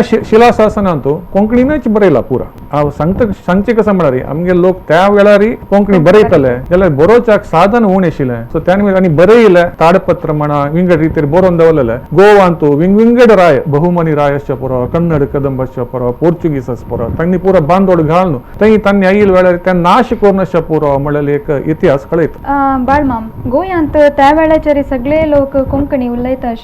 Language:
Konkani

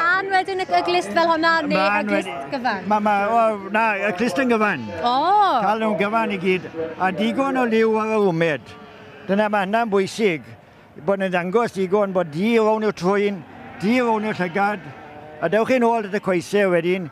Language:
Welsh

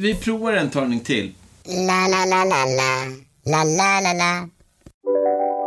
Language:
Swedish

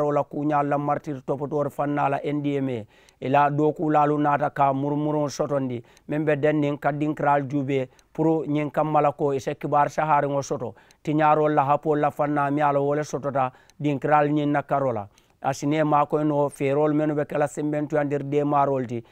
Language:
Mandingo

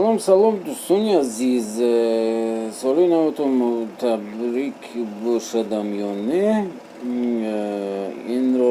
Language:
Tajik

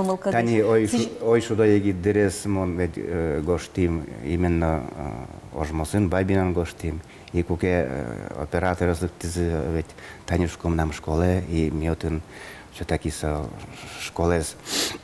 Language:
Udmurt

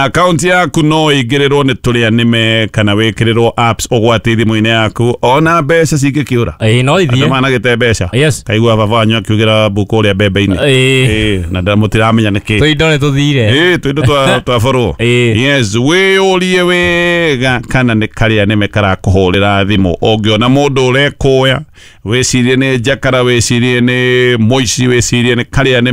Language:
Kikuyu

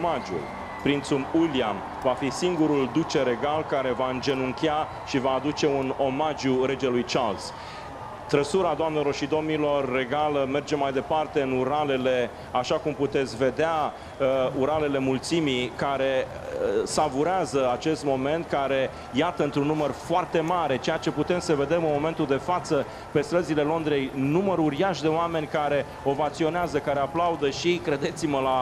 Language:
Romanian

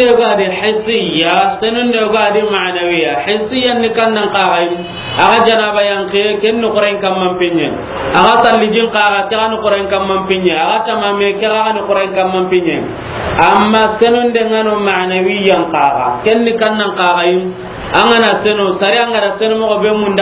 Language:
Soninke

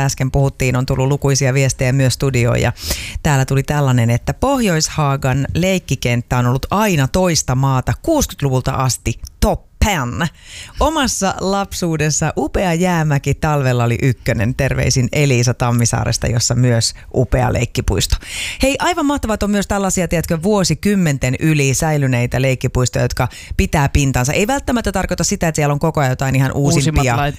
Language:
Finnish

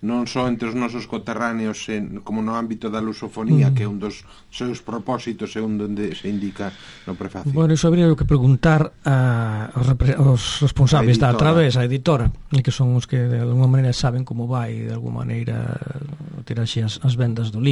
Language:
Galician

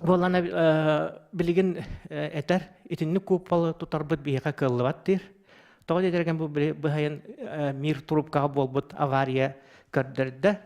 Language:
Yakut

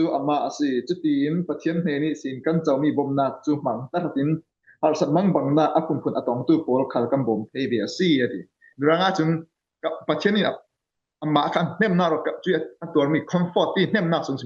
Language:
Falam Chin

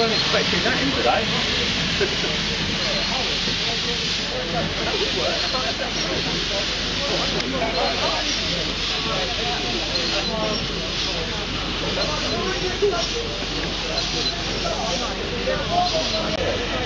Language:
English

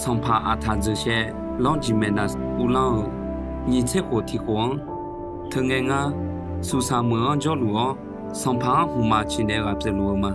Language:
Akha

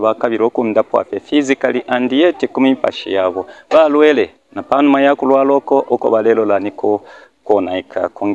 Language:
Bemba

